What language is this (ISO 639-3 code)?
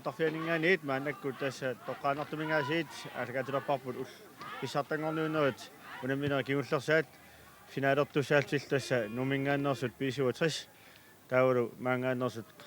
kal